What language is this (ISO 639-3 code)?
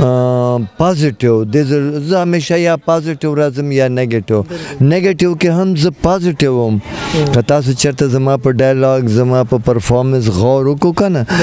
pus